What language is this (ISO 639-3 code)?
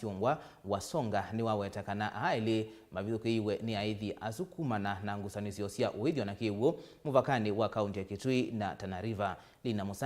kam